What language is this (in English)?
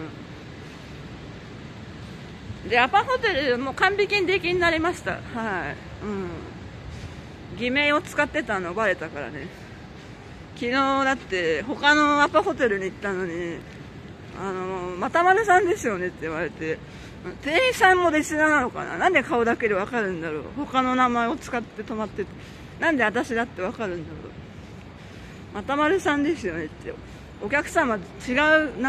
Japanese